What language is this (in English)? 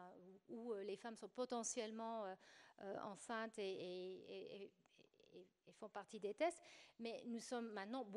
French